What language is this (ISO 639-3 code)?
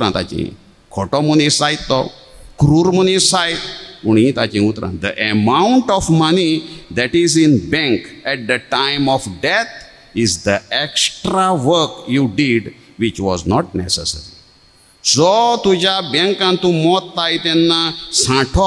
kok